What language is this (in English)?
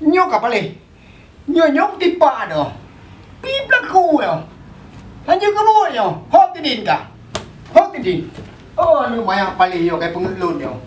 Achinese